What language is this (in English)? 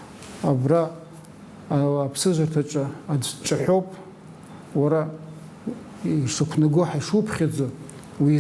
Abkhazian